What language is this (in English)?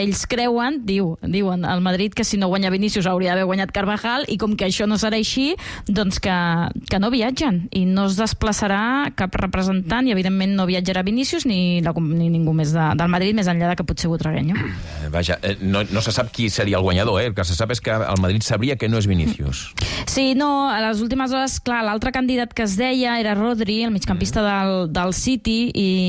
Catalan